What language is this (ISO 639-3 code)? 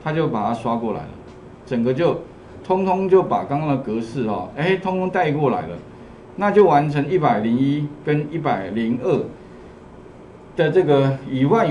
zho